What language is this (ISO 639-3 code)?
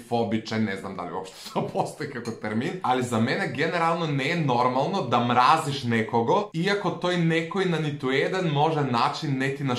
mkd